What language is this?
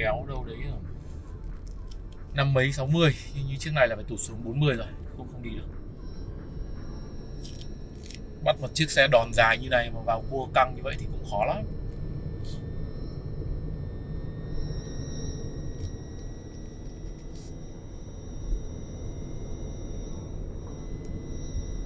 Vietnamese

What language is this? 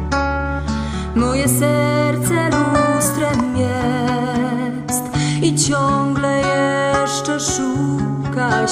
Polish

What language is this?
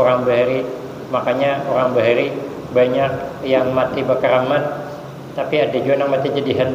Banjar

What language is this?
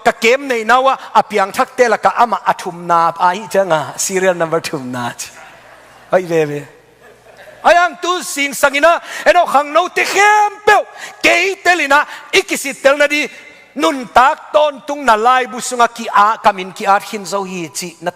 Tedim Chin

